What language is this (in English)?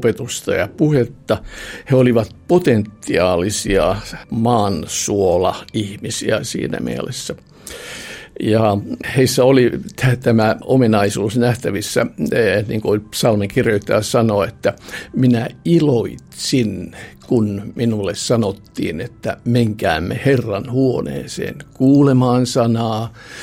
Finnish